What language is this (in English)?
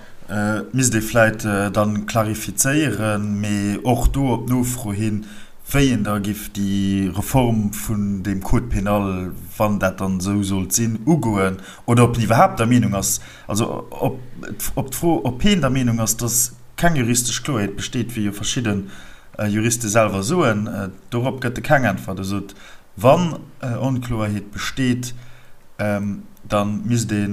Luxembourgish